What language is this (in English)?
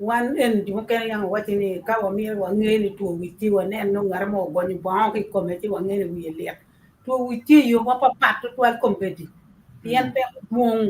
Acoli